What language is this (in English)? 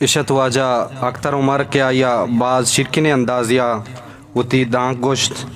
Eastern Balochi